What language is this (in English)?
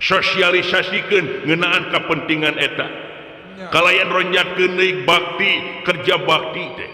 Sundanese